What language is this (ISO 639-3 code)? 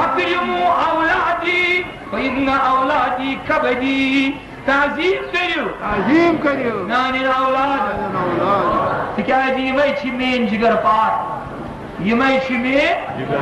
kas